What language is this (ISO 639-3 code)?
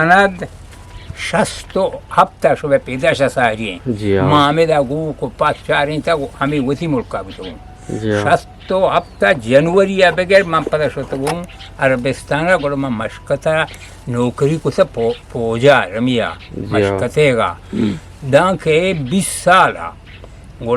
bgp